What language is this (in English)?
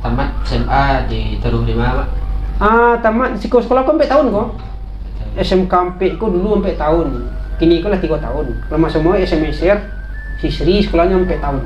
Minangkabau